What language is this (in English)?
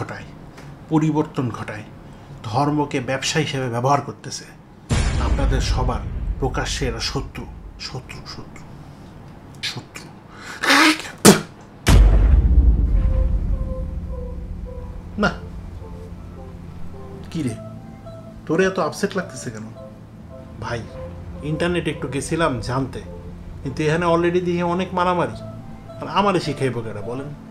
Bangla